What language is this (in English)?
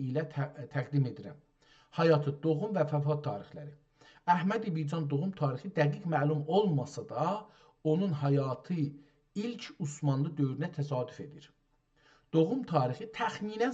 South Azerbaijani